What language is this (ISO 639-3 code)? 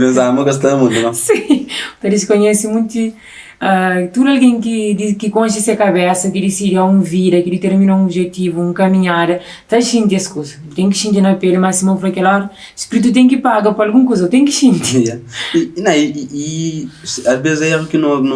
kea